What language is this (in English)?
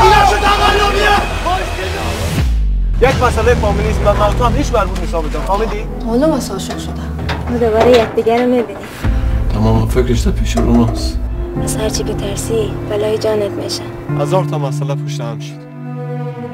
Persian